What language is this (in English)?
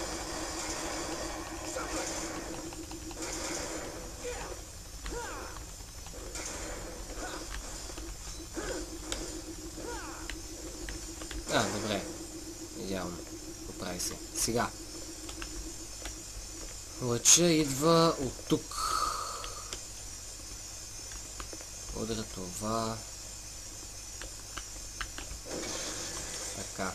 Bulgarian